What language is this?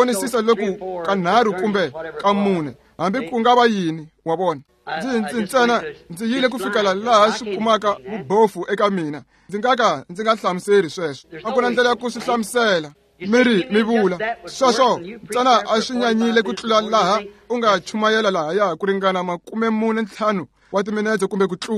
Tsonga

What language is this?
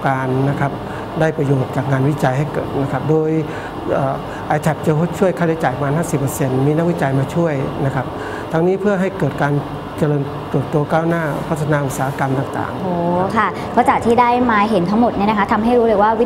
Thai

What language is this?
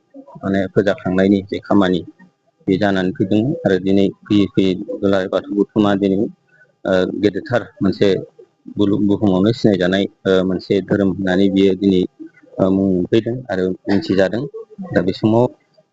Bodo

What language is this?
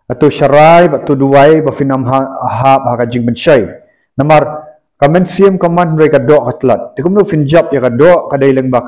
Khasi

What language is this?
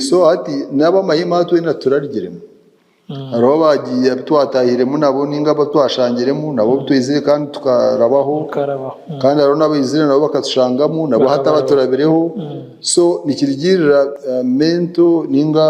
Nyankole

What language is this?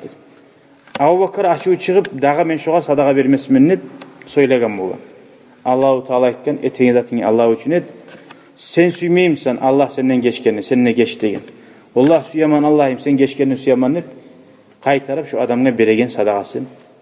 Kumyk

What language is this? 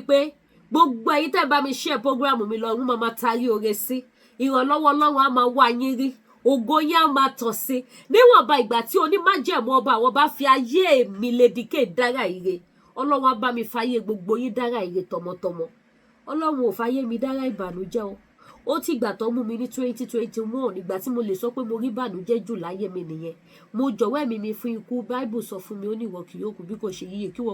Yoruba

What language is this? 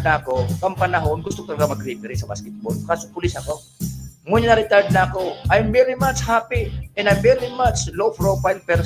Bikol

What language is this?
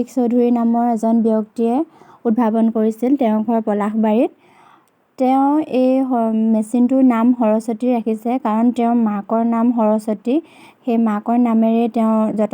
Assamese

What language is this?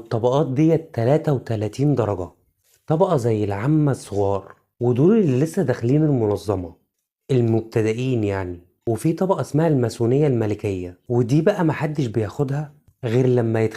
Egyptian Arabic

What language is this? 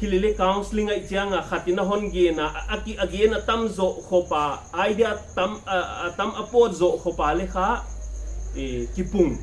Paite Chin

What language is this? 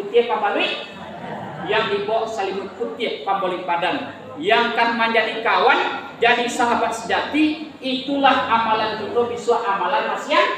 Minangkabau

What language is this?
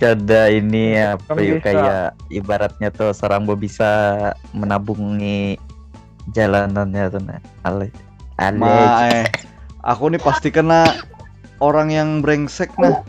Banjar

